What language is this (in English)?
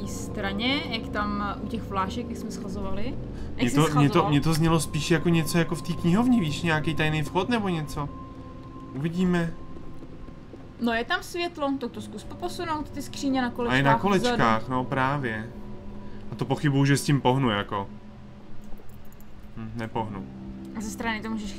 Czech